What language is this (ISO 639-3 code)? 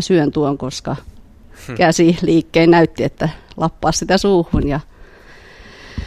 fin